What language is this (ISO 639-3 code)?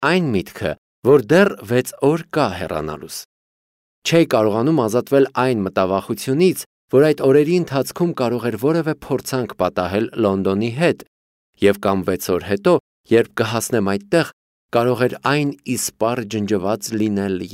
hye